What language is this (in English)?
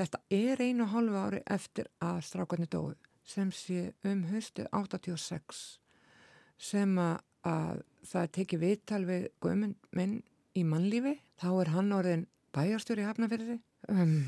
Icelandic